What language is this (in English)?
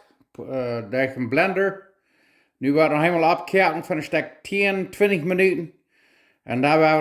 Plautdietsch